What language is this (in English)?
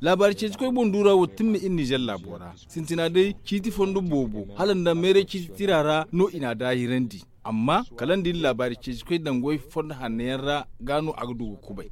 Zarma